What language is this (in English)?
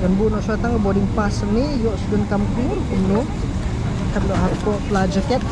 Khasi